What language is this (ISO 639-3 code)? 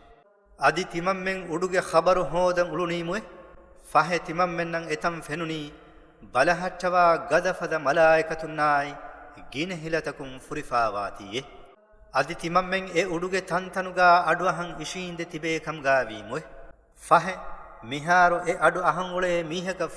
div